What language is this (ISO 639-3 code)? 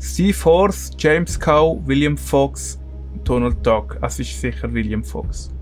gsw